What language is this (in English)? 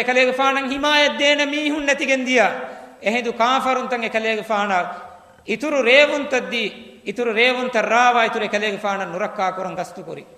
Divehi